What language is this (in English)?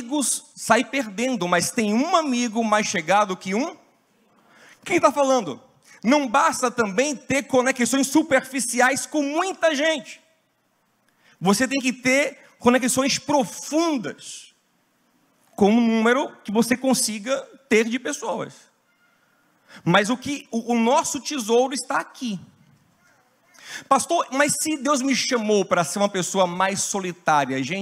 Portuguese